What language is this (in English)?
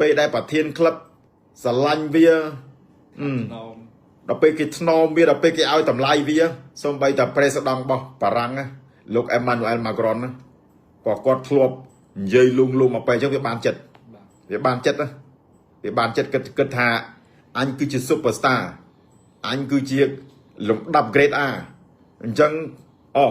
Khmer